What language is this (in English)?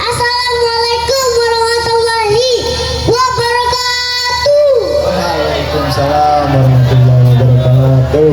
Betawi